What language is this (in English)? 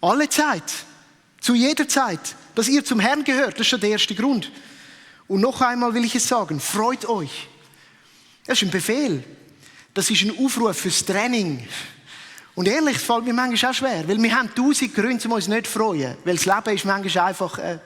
Swiss German